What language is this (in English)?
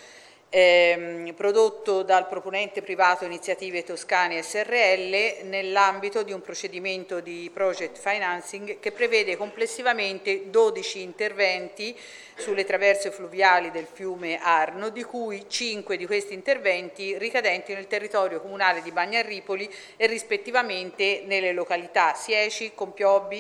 Italian